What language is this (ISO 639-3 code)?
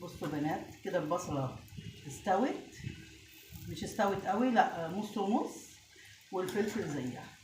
arz